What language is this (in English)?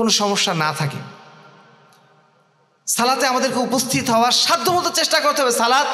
Bangla